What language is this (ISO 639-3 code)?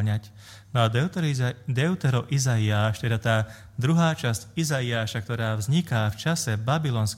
slk